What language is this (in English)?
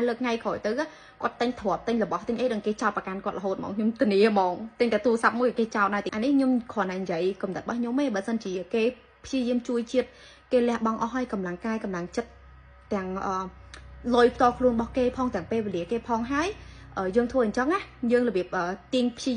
Khmer